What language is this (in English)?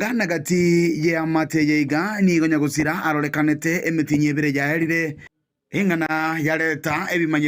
Gusii